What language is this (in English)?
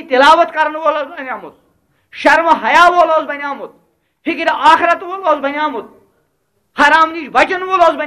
Kashmiri